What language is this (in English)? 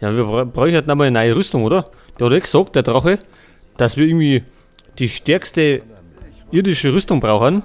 Bavarian